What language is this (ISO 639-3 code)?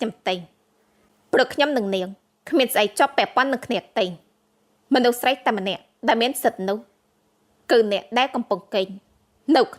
khm